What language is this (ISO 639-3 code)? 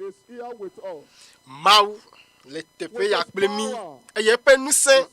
ewe